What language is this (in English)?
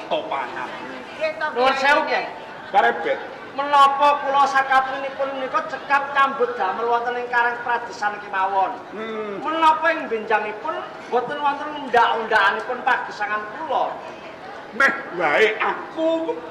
Javanese